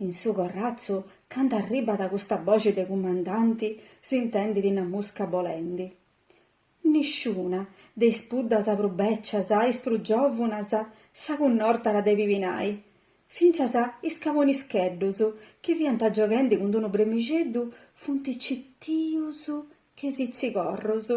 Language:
Sardinian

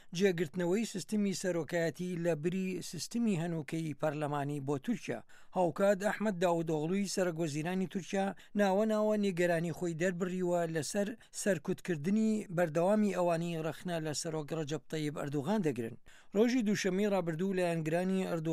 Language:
Central Kurdish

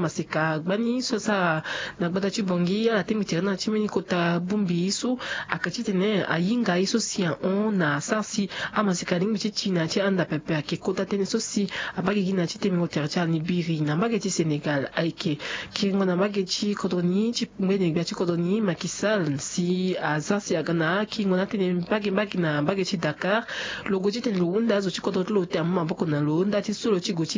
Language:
Sango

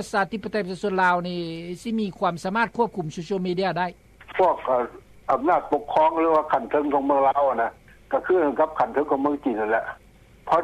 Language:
Lao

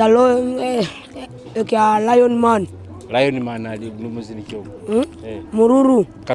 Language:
Nyoro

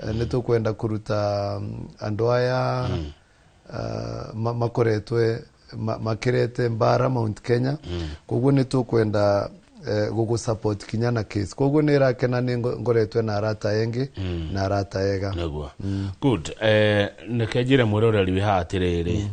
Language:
Kikuyu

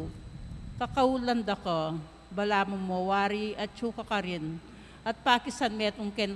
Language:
Pampanga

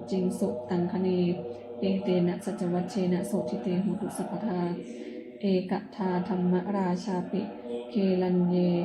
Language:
Pali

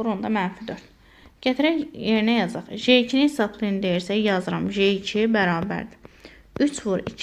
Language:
Azerbaijani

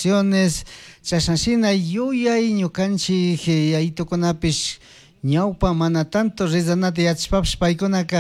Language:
Chimborazo Highland Quichua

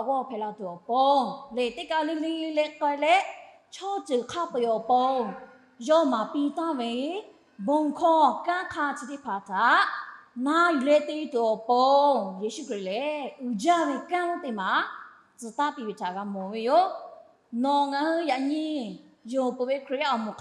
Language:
Lahu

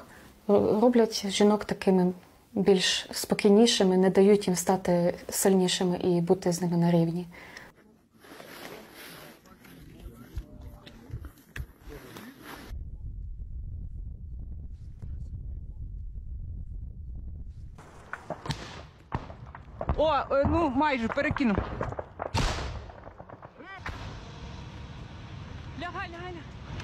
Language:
Ukrainian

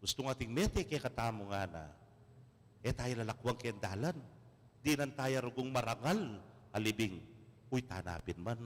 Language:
Pampanga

